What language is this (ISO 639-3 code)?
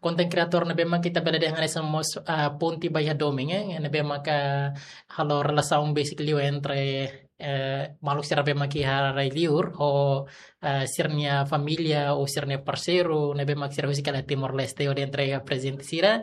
tet